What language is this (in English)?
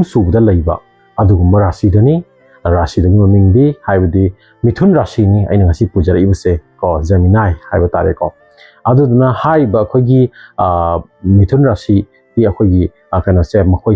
Manipuri